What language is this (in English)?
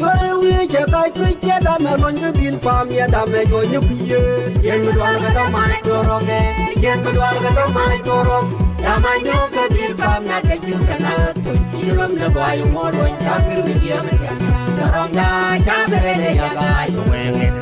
Nuer